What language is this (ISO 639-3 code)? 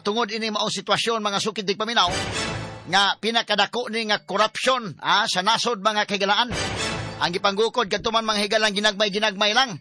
ceb